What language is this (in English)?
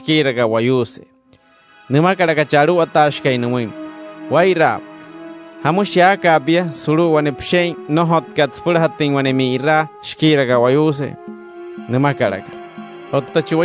Wayuu